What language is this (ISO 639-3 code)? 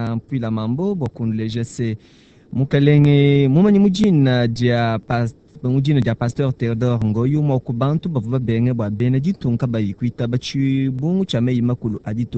lua